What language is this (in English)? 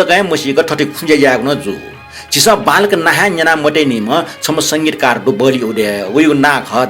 Newari